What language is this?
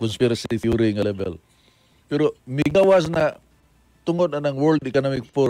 Cebuano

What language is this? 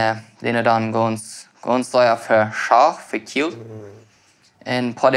Plautdietsch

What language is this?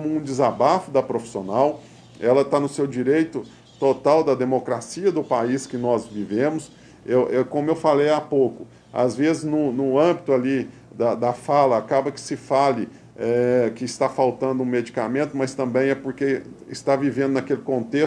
Portuguese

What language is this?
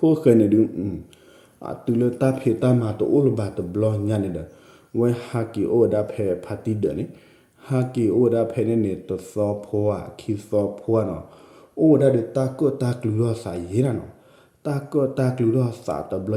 S'gaw Karen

